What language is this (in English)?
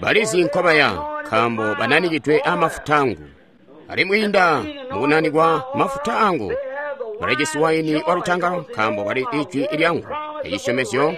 Tonga (Zambia)